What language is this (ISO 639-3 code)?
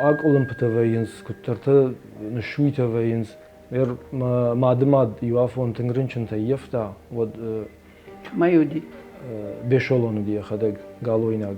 oss